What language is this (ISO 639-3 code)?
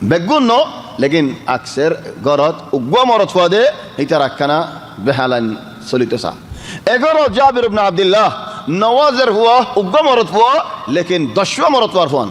rhg